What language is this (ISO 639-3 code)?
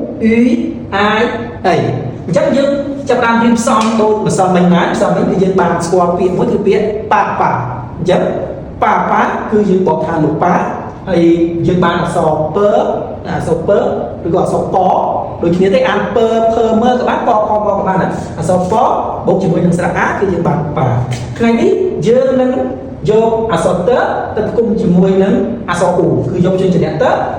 khm